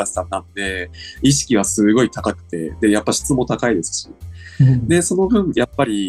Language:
Japanese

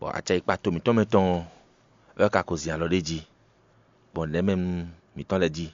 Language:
Fon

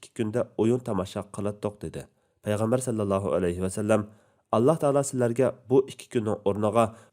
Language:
Uyghur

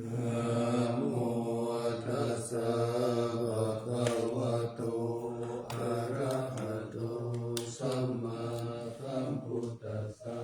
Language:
Pali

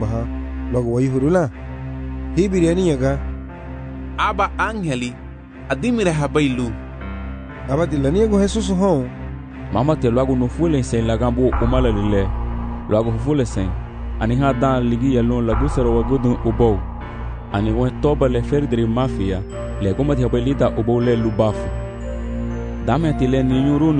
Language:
Garifuna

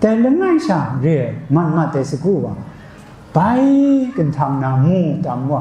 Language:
Kachin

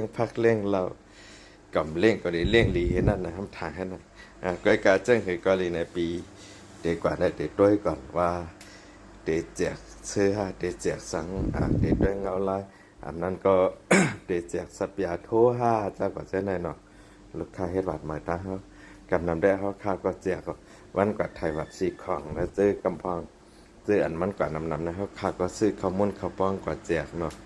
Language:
Shan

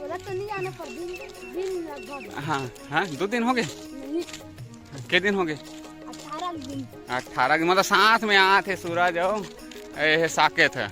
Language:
Chhattisgarhi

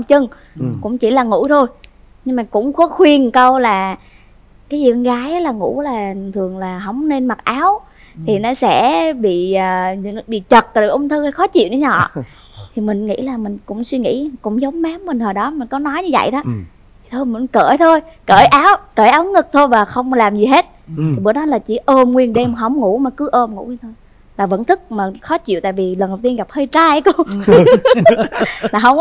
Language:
Vietnamese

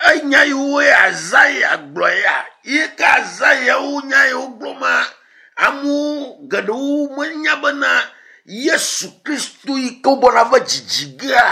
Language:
Ewe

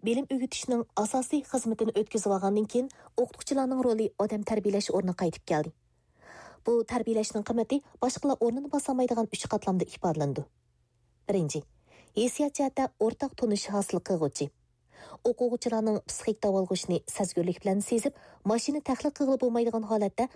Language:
Uyghur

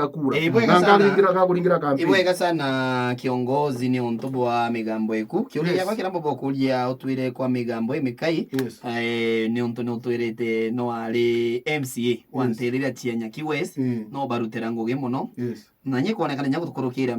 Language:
Meru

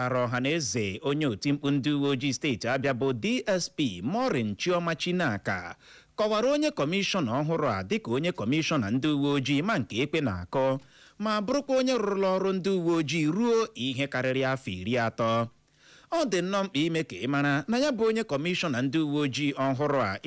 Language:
Igbo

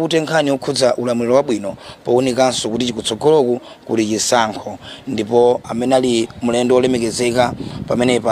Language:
Nyanja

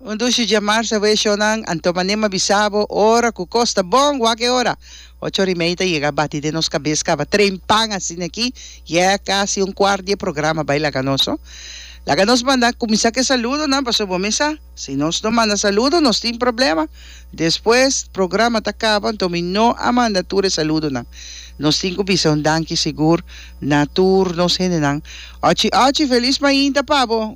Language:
Papiamento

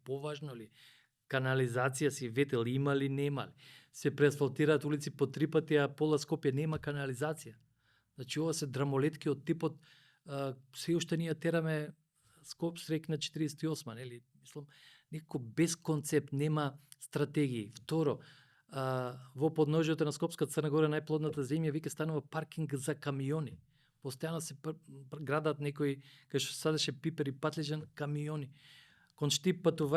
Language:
Macedonian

